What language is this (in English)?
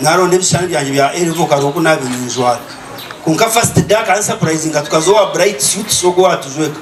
Nyankole